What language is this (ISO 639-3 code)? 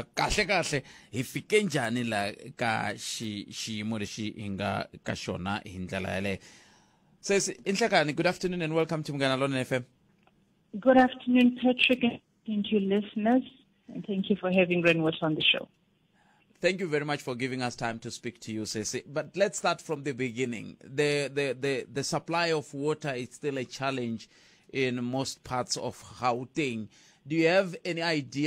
tso